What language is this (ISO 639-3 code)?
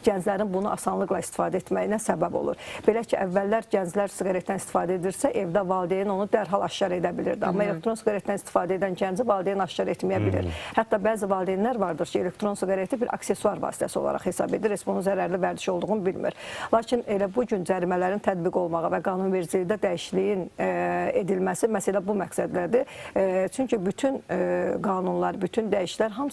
aze